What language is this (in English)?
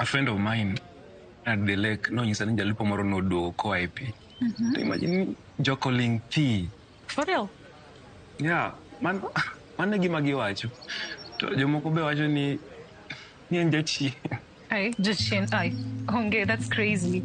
Luo (Kenya and Tanzania)